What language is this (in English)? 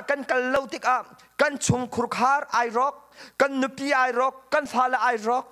Hakha Chin